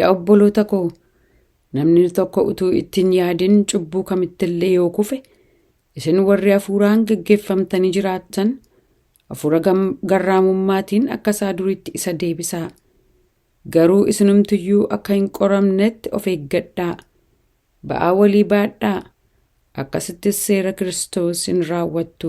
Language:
Oromo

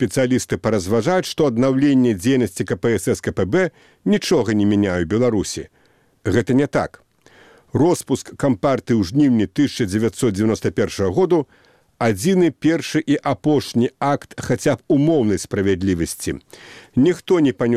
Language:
Belarusian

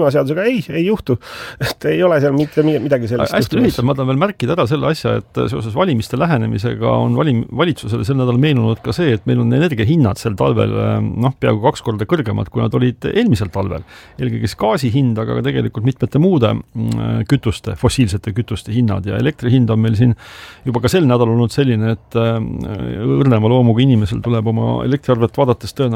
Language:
Estonian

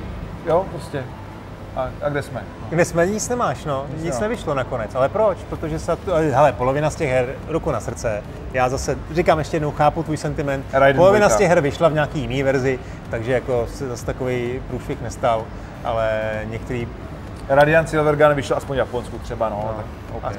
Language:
Czech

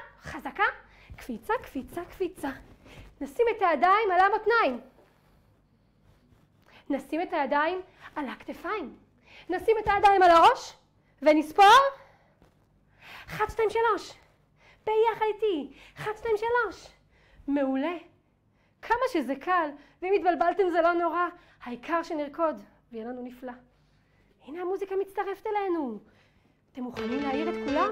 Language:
Hebrew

